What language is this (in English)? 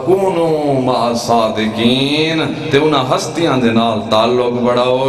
Saraiki